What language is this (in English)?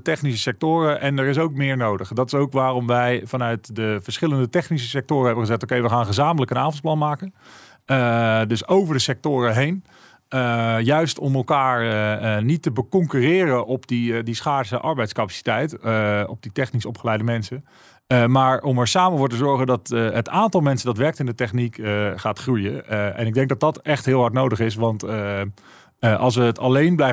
Dutch